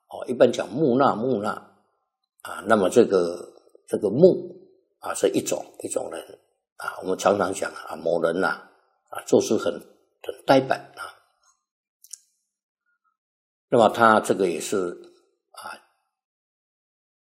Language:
Chinese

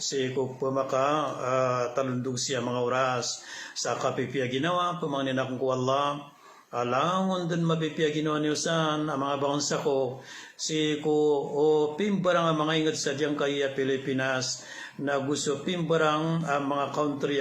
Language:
Maranao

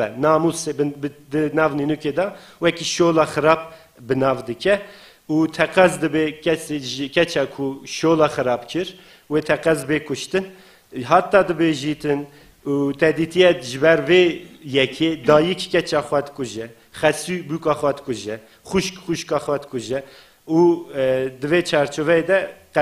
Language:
Kurdish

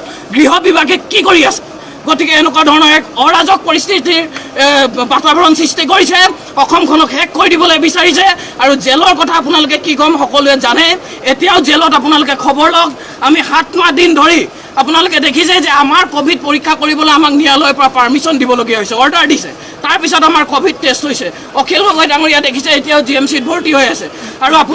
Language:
Assamese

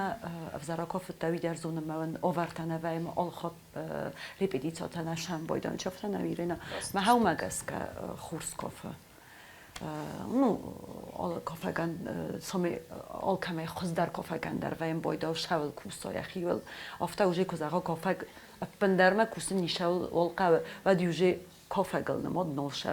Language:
Ossetic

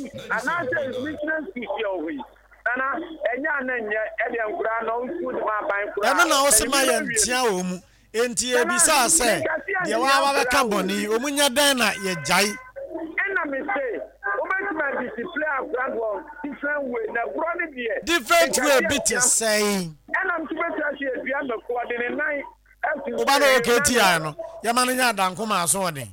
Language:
Akan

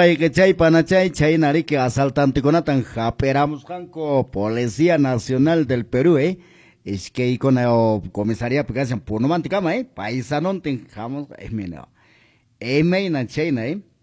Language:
Quechua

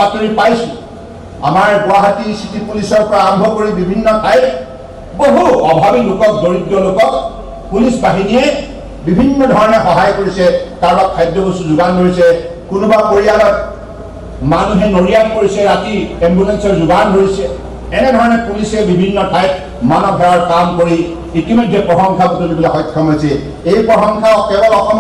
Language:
Assamese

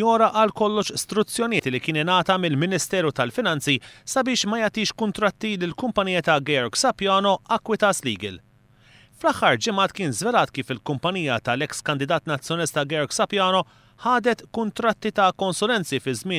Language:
Maltese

